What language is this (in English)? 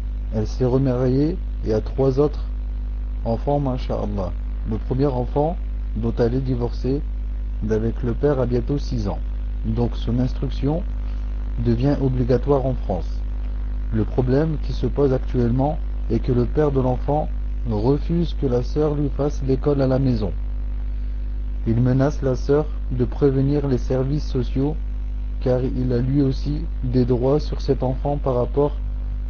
French